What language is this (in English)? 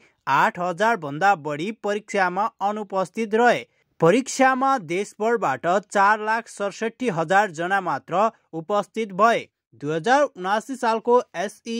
Nepali